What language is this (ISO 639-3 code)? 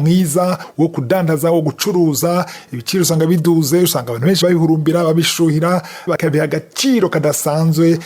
run